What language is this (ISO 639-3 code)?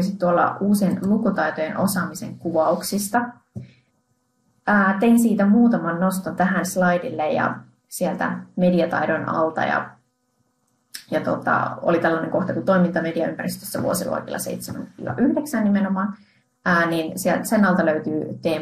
fin